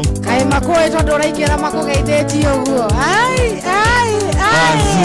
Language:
Kikuyu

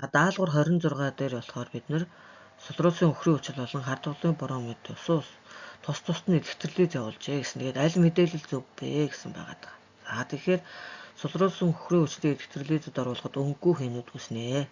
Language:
Mongolian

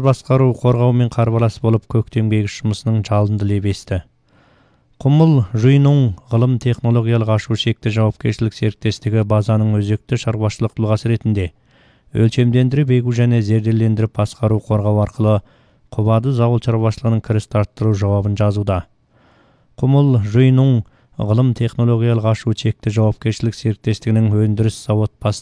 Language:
Kazakh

